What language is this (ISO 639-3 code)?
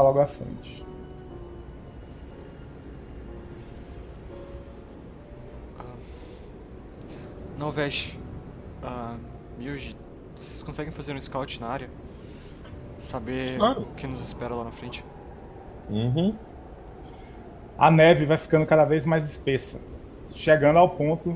por